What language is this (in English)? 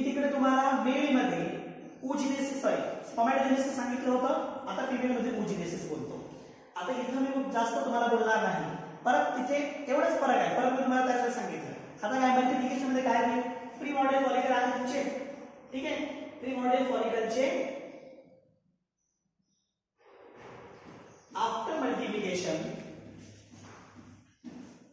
Marathi